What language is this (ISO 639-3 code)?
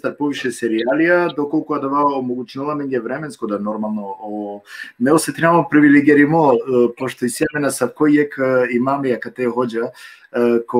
rmn